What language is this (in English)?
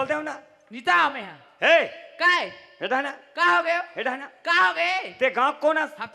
Chhattisgarhi